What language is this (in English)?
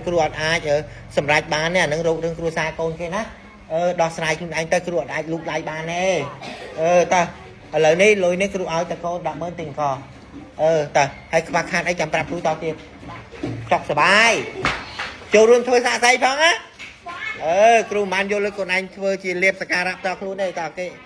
Khmer